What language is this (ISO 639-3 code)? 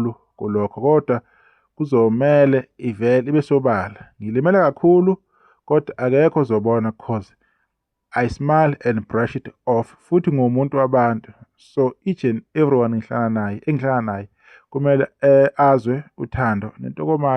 zul